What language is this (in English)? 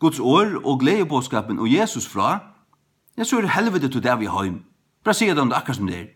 Faroese